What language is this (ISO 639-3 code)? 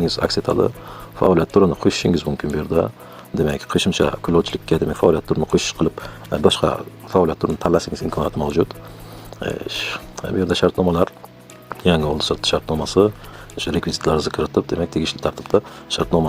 uzb